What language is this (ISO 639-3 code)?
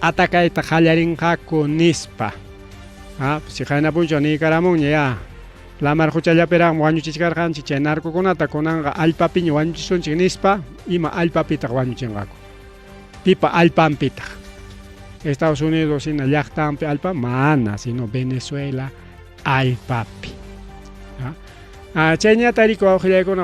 quy